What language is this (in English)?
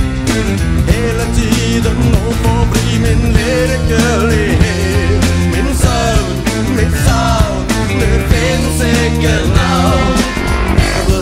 Norwegian